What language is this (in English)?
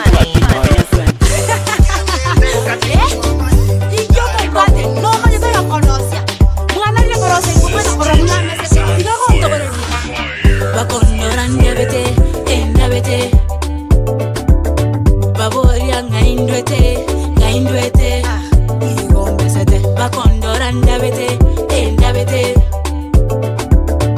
Gusii